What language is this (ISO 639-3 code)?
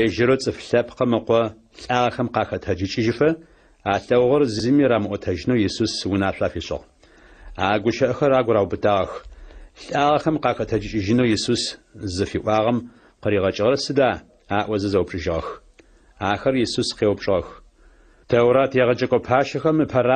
ady